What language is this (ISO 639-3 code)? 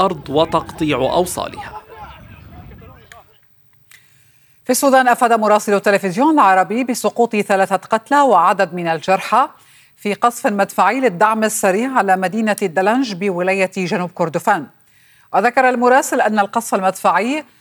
ara